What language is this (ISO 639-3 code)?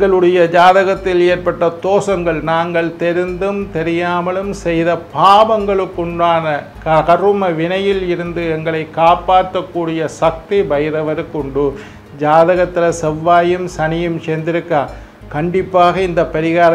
tam